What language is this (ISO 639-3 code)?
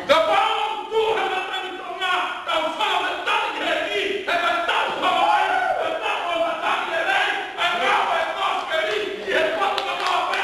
ton